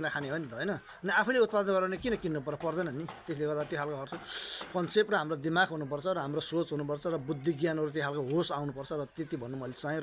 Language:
Nepali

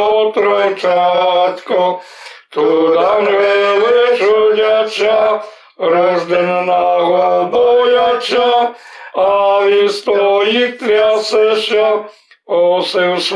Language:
Rusyn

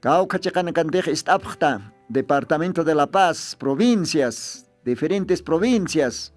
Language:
Aymara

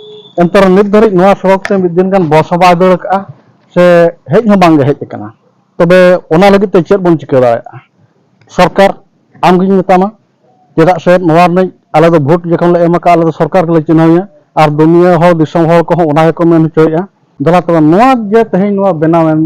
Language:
Santali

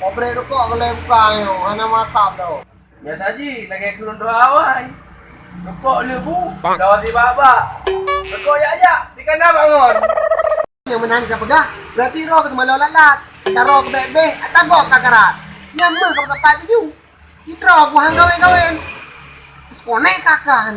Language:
Achinese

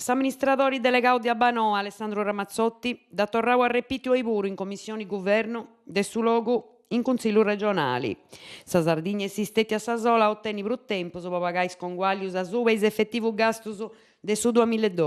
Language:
Sardinian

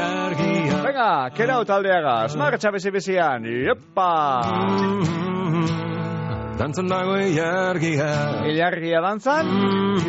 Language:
Basque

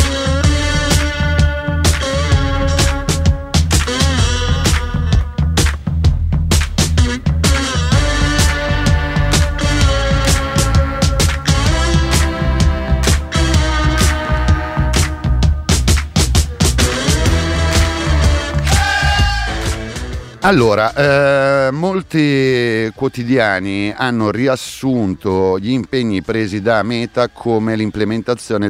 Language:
Italian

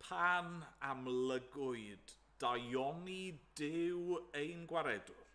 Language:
Welsh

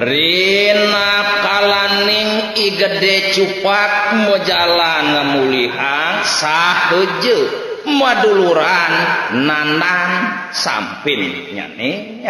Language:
Balinese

